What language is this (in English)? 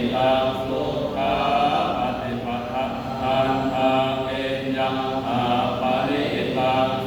Pali